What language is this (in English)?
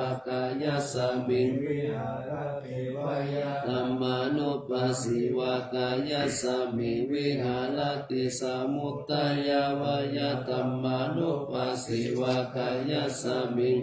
Pali